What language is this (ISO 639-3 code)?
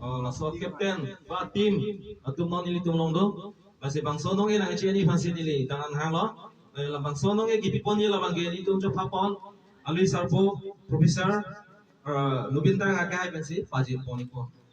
mjw